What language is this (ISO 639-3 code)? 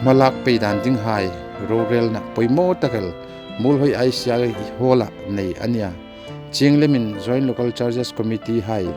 hmr